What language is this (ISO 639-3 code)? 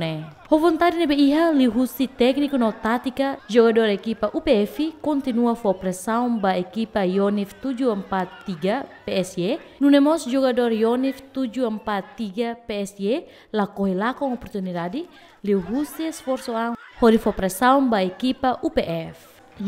tet